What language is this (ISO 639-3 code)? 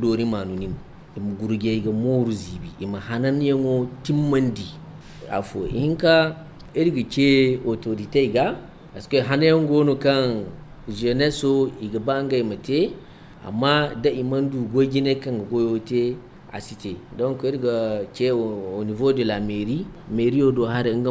dje